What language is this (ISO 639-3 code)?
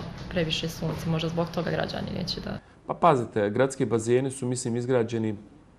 bos